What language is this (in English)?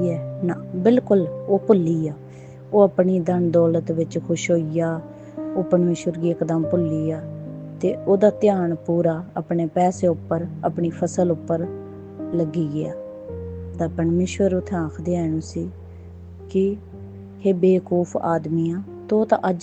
Dogri